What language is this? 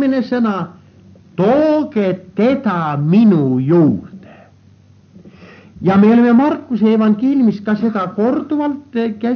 Estonian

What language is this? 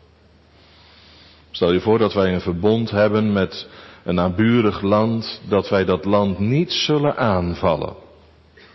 Dutch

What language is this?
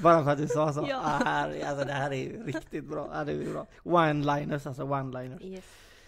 Swedish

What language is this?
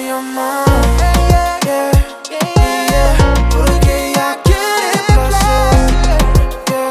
Spanish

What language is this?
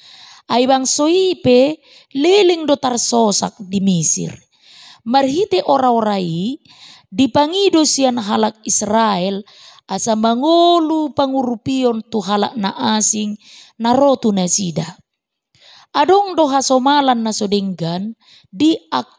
Batak Toba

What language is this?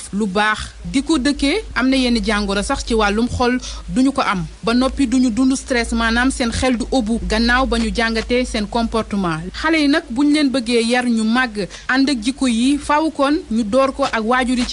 Wolof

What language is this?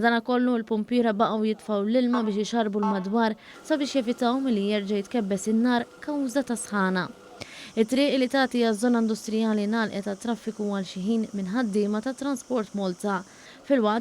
Maltese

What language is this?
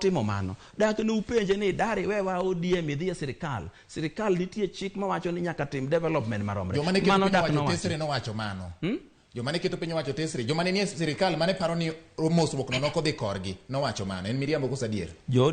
Luo (Kenya and Tanzania)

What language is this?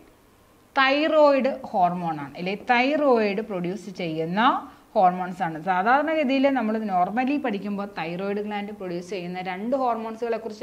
Malayalam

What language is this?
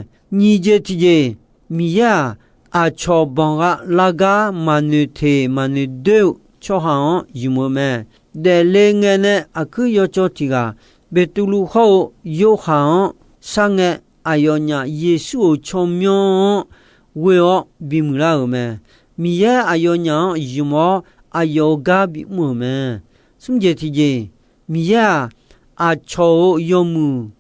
Akha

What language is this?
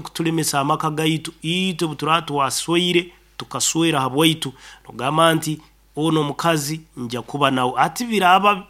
Nyankole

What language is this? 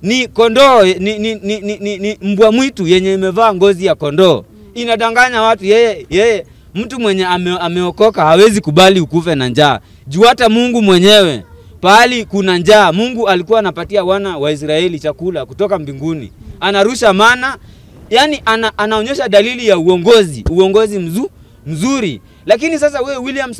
Swahili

